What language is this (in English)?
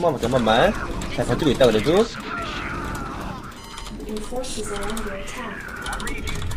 Korean